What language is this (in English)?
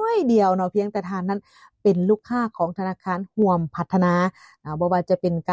Lao